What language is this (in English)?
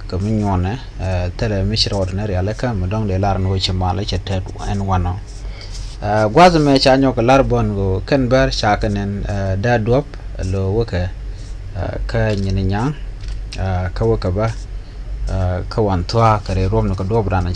Nuer